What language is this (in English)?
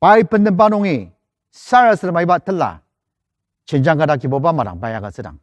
Ao Naga